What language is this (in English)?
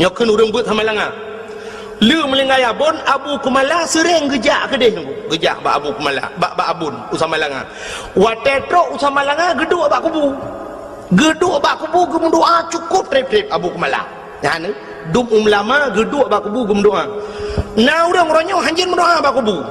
Achinese